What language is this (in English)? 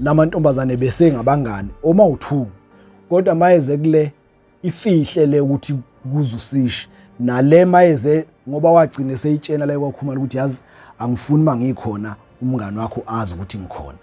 Zulu